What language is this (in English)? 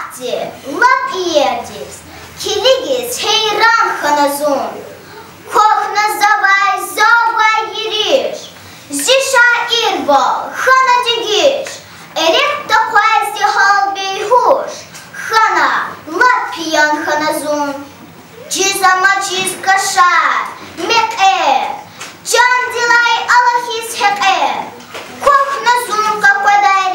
Lezghian